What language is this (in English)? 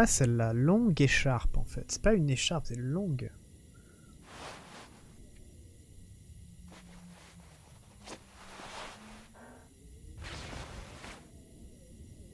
French